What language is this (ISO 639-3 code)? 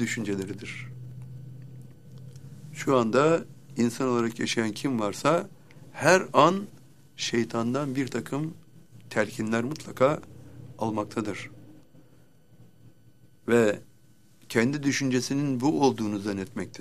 tur